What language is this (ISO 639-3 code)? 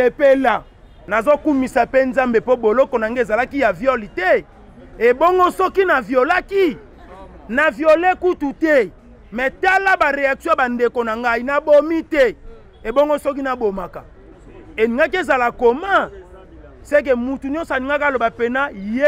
lin